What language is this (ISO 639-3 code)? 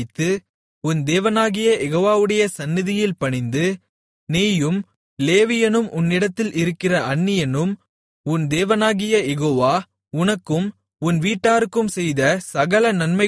tam